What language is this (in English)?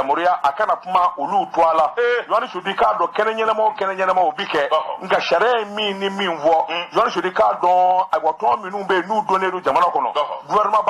Bambara